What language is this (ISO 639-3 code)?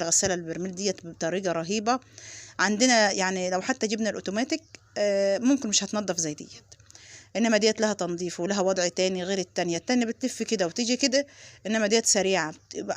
arz